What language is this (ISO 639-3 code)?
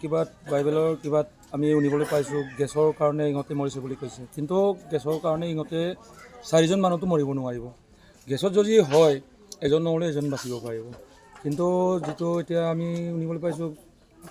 asm